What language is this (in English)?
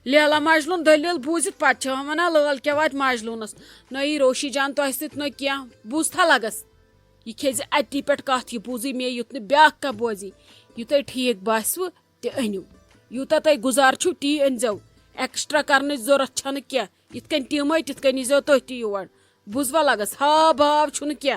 Kashmiri